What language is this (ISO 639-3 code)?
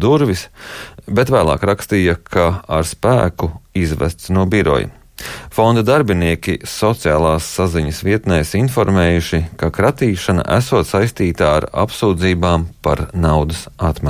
lav